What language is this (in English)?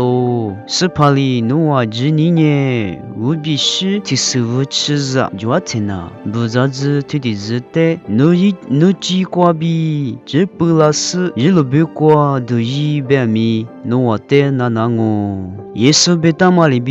Lisu